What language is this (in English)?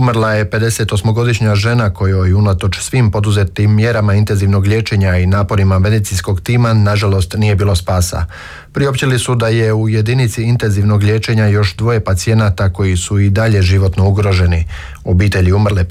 Croatian